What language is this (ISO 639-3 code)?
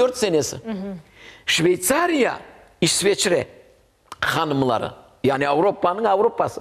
crh